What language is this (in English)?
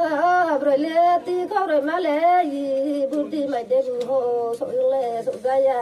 Riang (India)